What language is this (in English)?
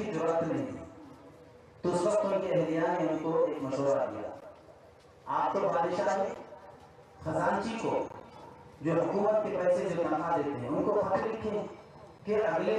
Urdu